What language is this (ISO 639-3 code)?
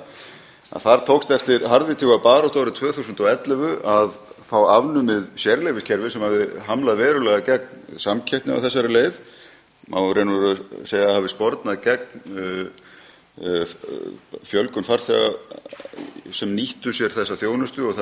isl